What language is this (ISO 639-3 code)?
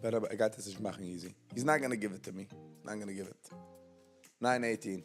yid